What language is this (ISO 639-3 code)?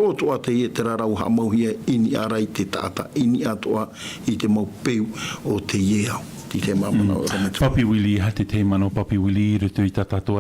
tah